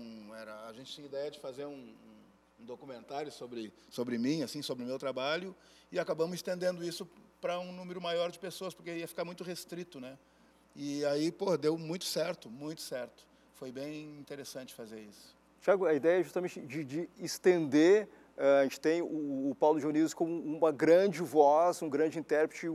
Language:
Portuguese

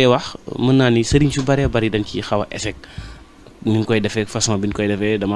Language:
Wolof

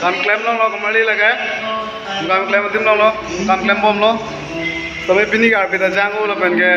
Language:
Karbi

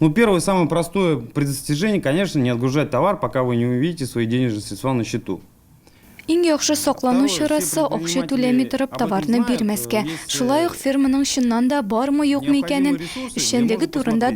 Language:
Tatar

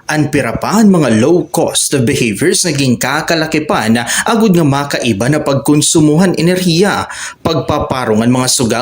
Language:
Waray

